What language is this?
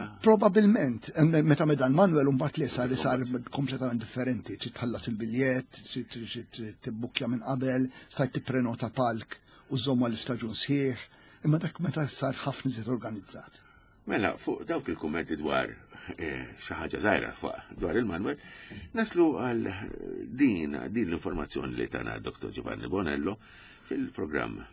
Maltese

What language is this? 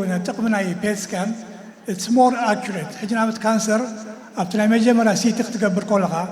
Tigrinya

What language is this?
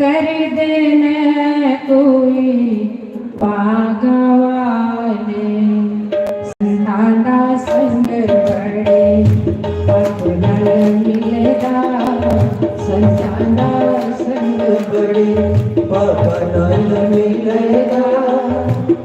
Dogri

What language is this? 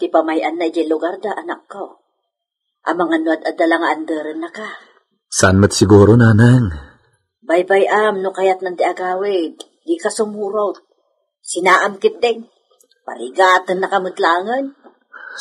Iloko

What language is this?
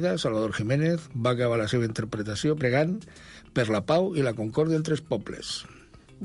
Catalan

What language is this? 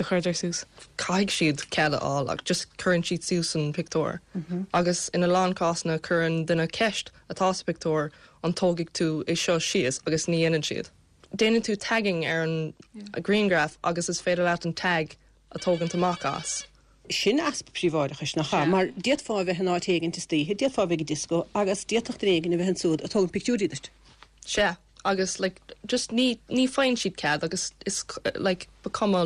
Irish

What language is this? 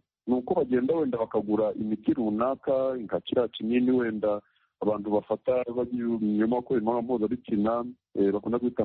Kinyarwanda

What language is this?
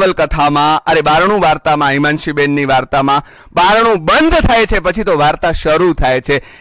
Gujarati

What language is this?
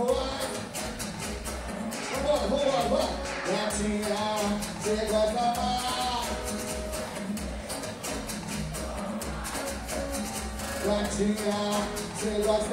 Portuguese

